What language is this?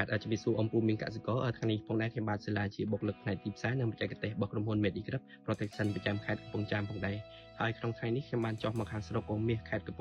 Khmer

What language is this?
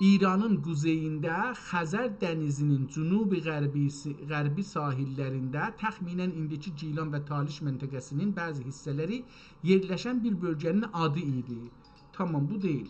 South Azerbaijani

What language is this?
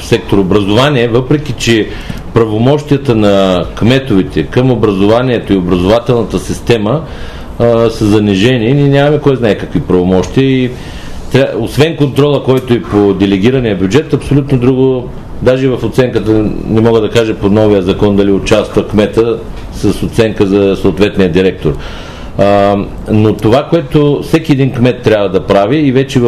Bulgarian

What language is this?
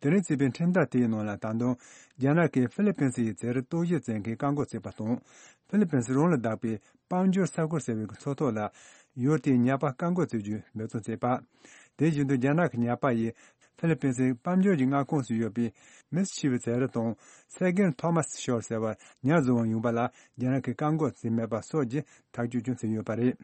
Tibetan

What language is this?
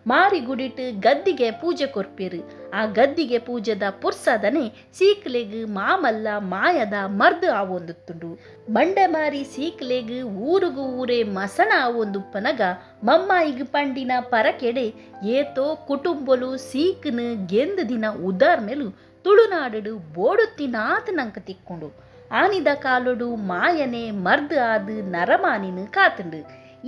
Tulu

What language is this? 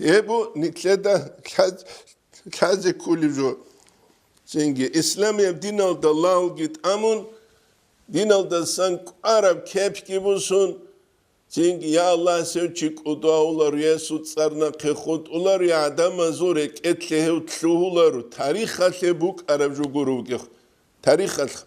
Avaric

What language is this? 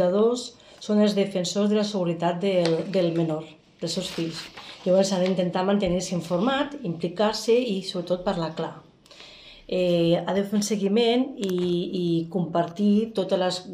Catalan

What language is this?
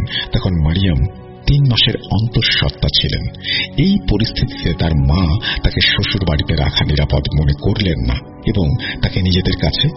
Bangla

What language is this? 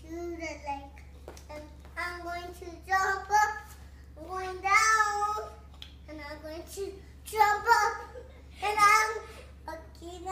English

